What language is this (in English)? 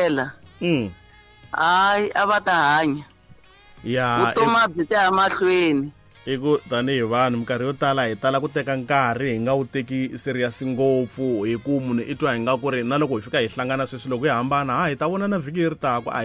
Tsonga